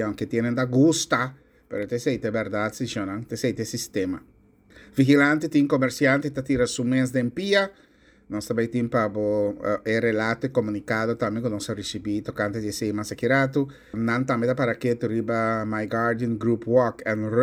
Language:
Papiamento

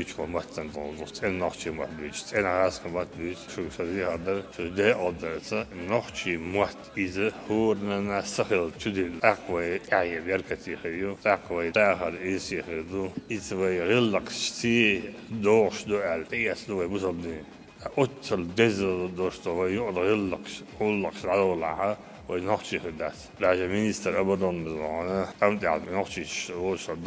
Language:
Chechen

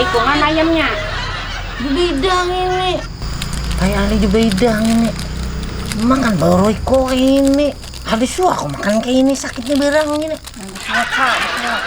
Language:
Banjar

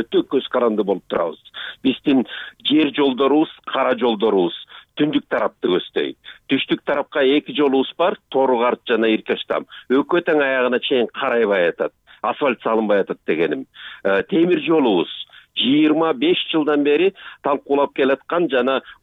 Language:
Kyrgyz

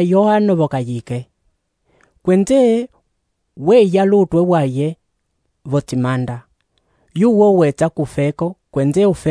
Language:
Umbundu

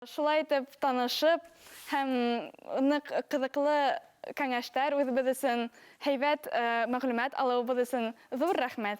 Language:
Bashkir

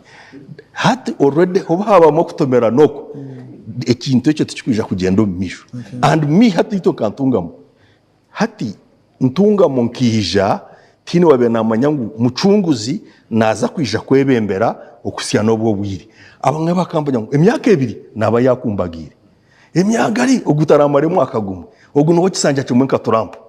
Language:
Nyankole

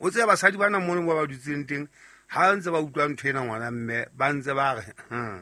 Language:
Southern Sotho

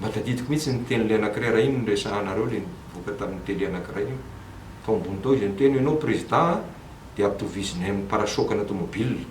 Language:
Malagasy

